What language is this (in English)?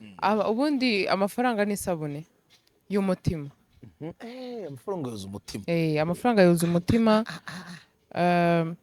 Kinyarwanda